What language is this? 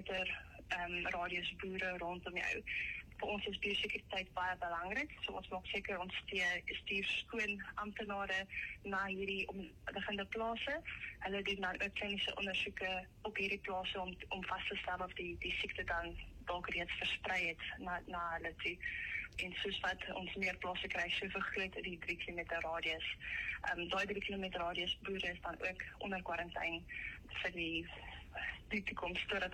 Afrikaans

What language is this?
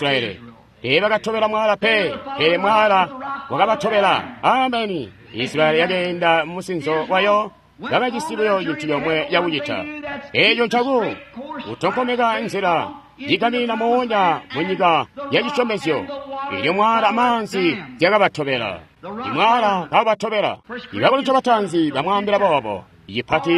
Tonga (Zambia)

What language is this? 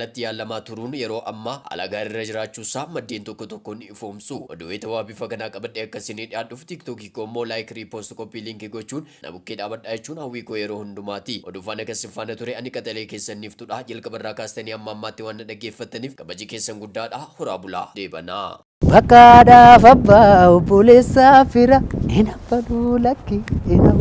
Oromo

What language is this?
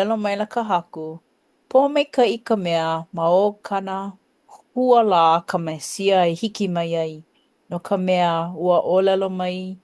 Hawaiian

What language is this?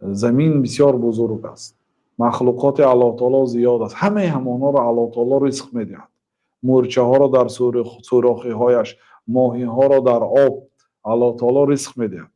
Tajik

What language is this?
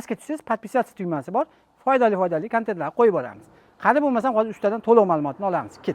Uzbek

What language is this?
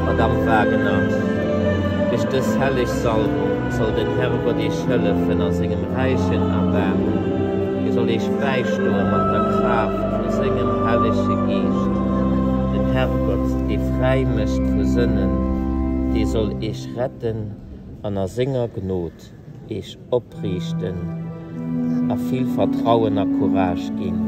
Luxembourgish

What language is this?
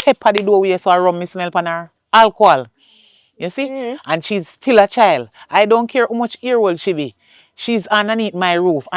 Jamaican Creole English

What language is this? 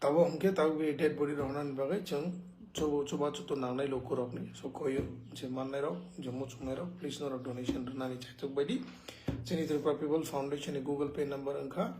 Kok Borok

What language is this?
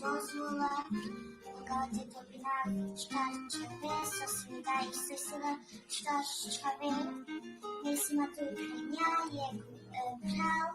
Balkan Romani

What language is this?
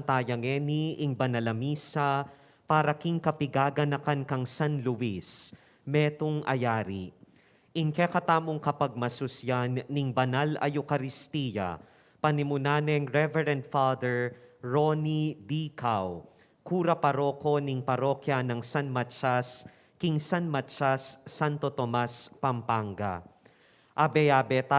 Pampanga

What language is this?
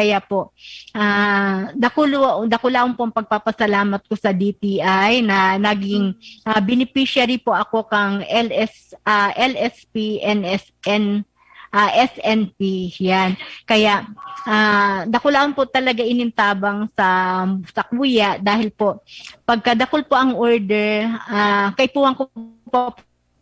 Bikol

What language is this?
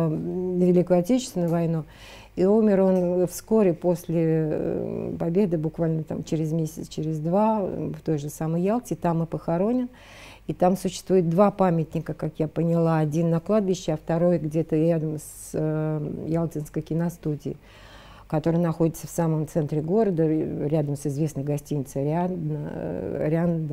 Russian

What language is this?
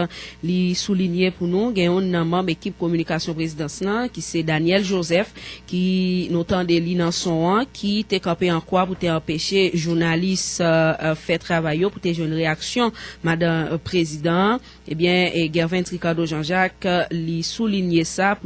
Haitian Creole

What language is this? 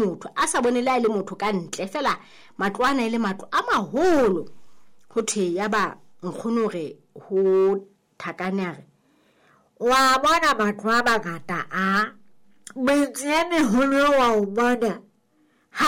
Southern Sotho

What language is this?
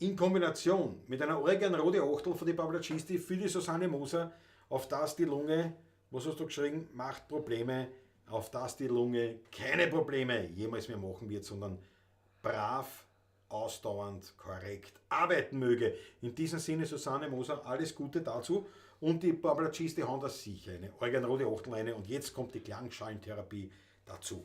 Bavarian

